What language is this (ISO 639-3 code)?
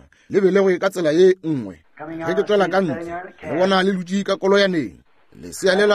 nso